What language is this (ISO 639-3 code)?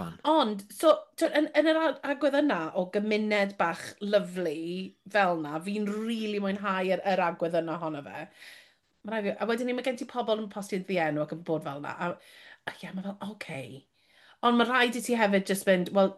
cym